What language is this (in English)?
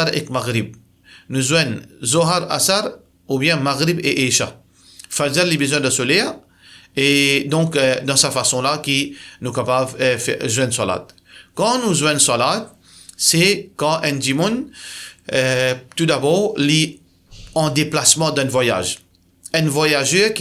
Morisyen